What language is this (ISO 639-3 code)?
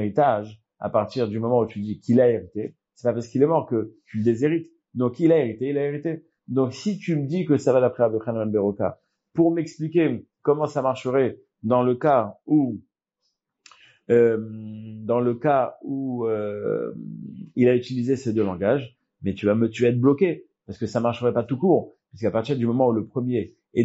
fra